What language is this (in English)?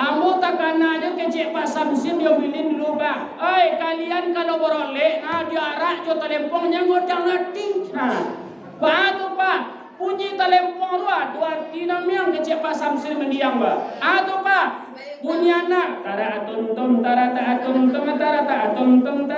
Minangkabau